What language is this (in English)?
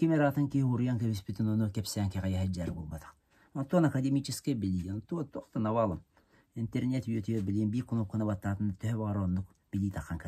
Yakut